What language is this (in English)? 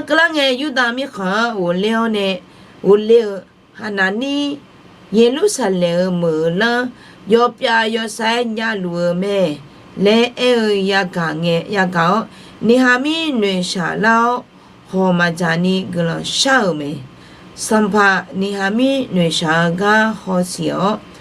Akha